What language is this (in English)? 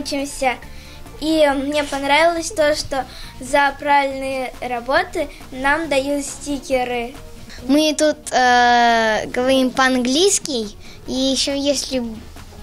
Russian